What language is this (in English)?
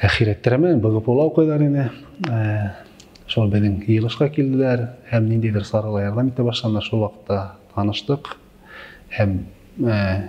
Bashkir